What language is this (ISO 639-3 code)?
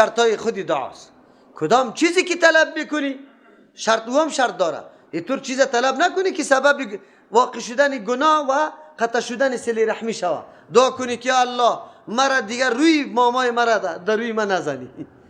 fas